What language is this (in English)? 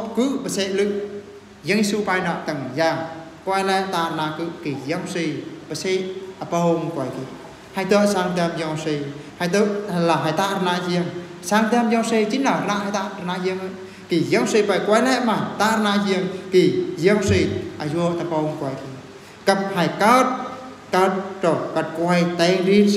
Eastern Bru